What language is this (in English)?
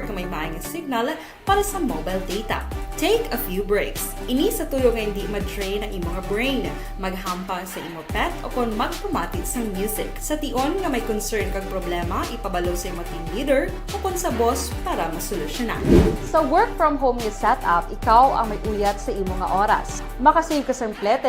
Hiligaynon